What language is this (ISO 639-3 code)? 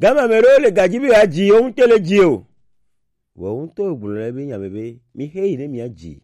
gej